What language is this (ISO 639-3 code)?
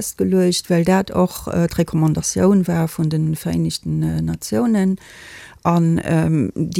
ltz